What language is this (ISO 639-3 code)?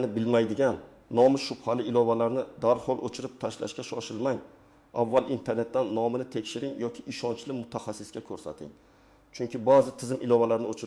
uzb